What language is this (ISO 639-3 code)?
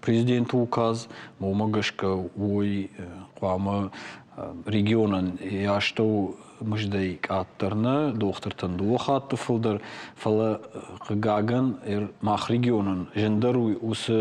oss